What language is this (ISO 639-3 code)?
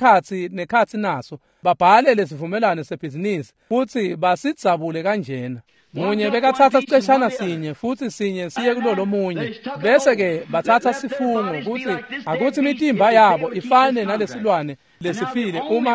ssw